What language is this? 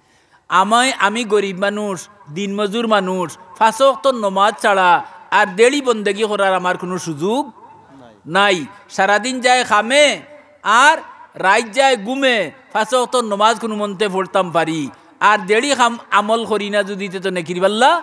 Sylheti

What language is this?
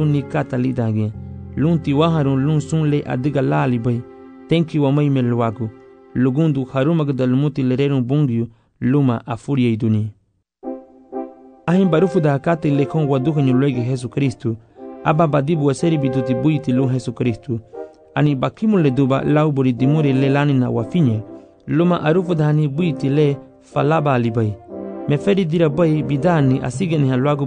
Garifuna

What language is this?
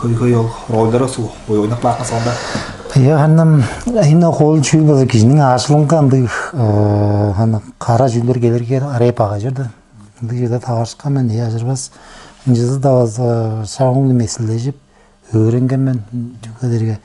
Tuvinian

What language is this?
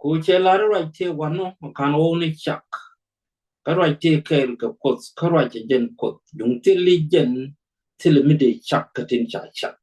Nuer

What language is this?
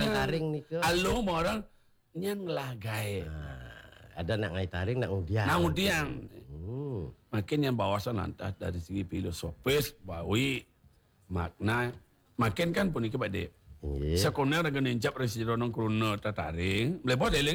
Balinese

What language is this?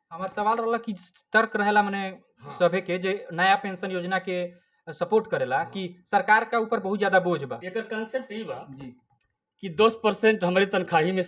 Bhojpuri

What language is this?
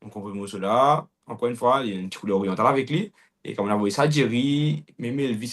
Morisyen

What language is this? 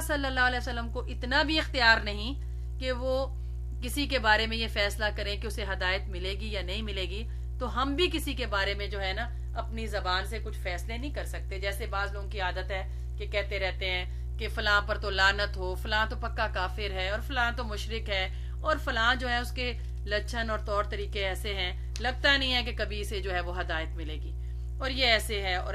Urdu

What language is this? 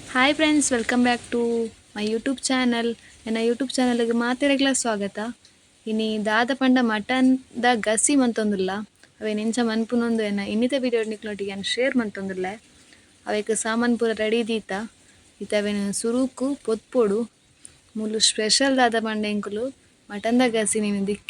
Tulu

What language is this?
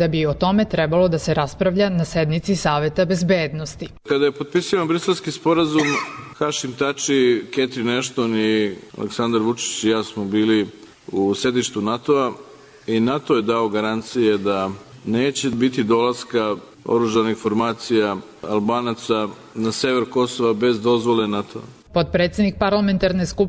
Serbian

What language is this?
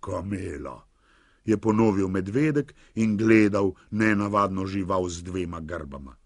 Slovenian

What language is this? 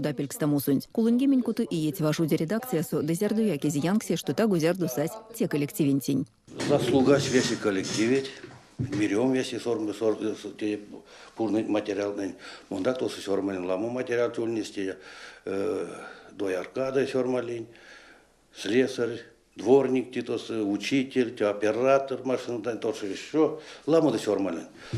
Erzya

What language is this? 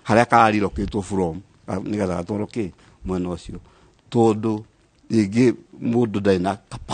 Kikuyu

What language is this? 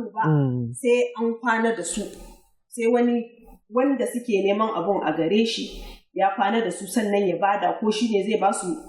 Hausa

